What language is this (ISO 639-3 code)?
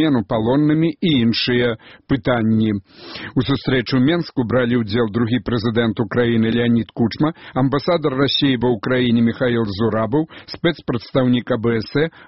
bel